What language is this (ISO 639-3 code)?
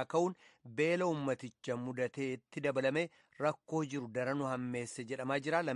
orm